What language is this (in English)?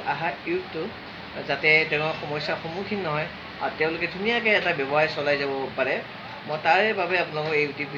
Assamese